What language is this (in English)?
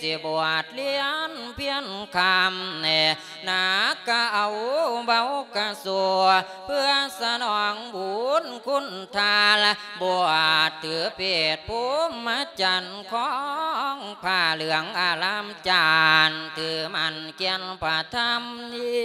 Lao